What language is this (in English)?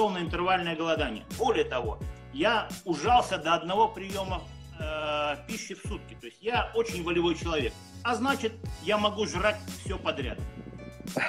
Russian